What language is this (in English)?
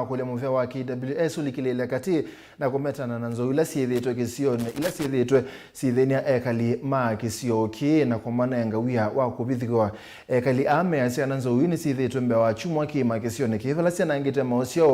Kamba